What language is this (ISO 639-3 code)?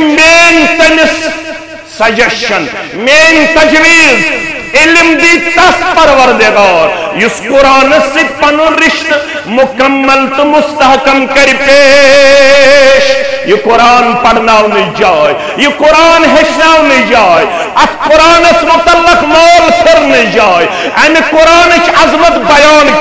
kas